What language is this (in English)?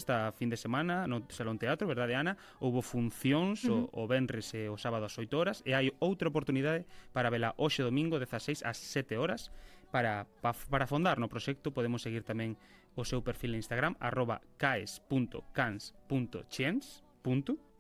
Galician